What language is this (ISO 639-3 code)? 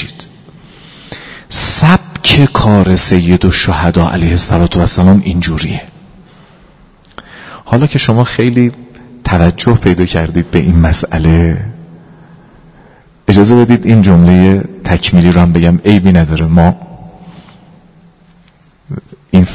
fas